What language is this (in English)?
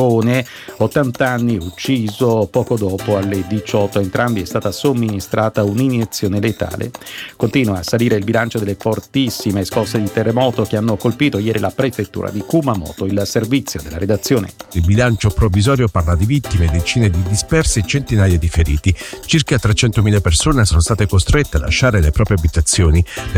Italian